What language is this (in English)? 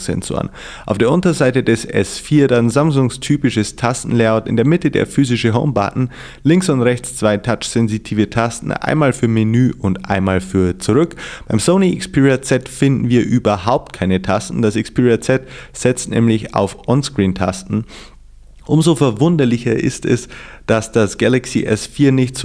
German